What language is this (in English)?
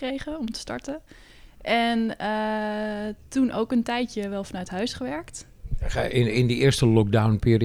Dutch